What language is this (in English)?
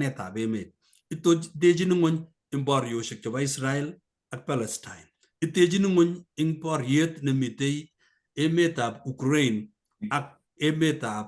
Kalenjin